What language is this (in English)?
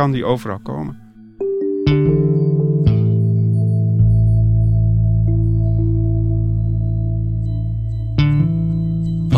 Dutch